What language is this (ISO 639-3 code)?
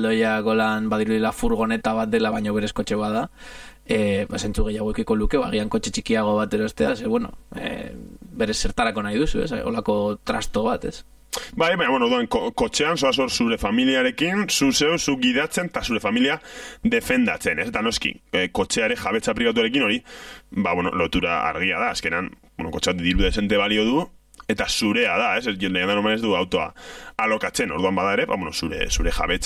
eus